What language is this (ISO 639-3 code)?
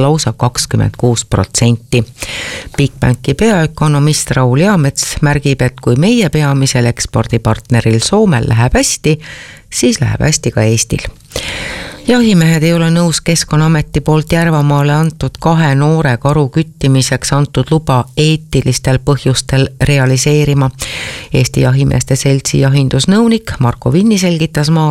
est